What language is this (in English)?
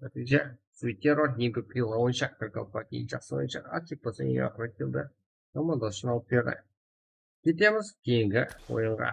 Kara-Kalpak